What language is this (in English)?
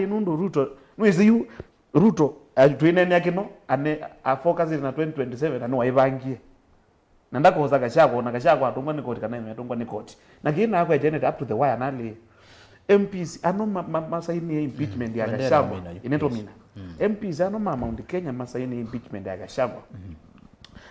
Kamba